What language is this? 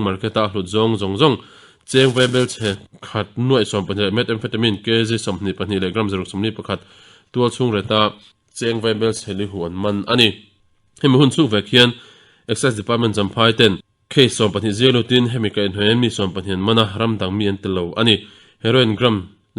Mizo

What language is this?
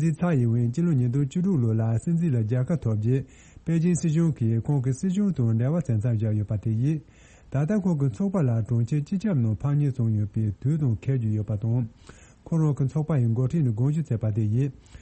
Tibetan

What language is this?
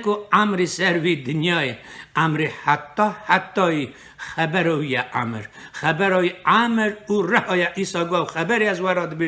Kurdish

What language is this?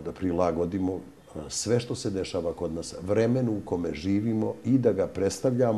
Serbian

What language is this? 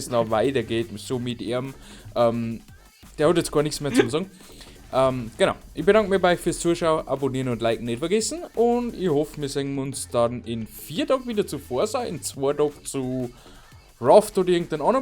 Bavarian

